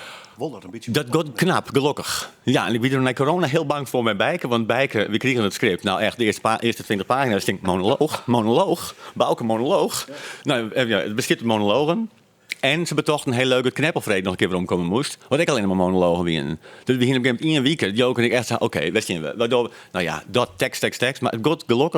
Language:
Western Frisian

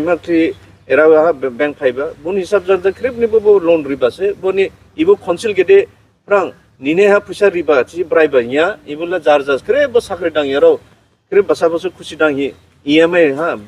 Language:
Dimasa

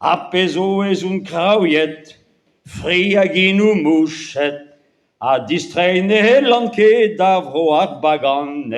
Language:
Breton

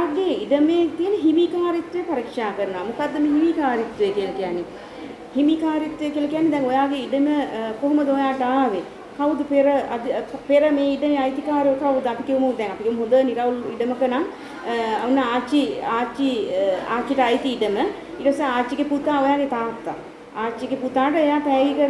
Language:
Sinhala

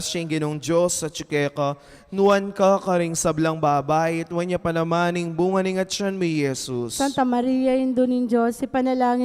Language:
Pampanga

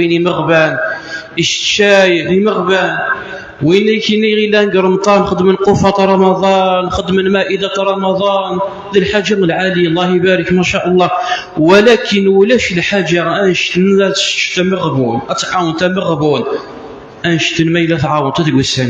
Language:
Kabyle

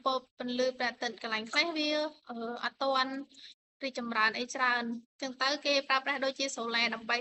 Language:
Khmer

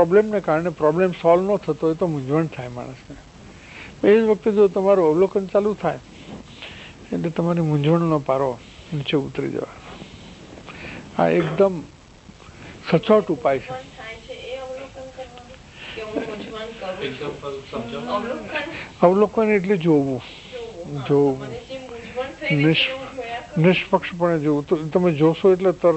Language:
Gujarati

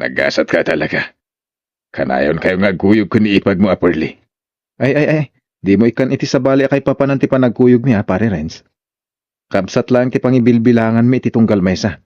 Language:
Iloko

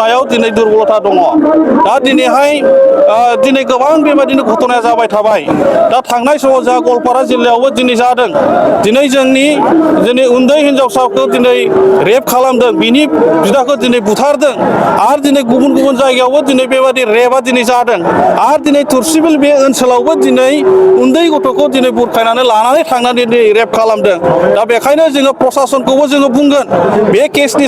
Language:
Bodo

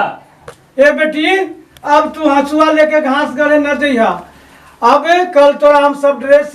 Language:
Magahi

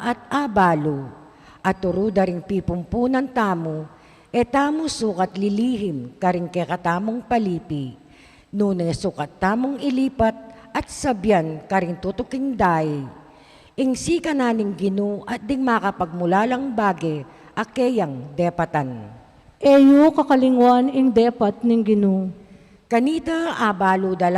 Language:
Pampanga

